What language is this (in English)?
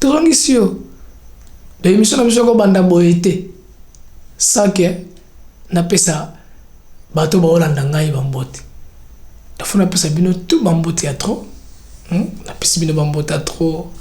Lingala